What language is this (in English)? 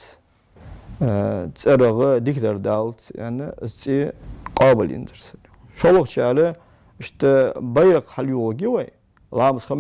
Ingush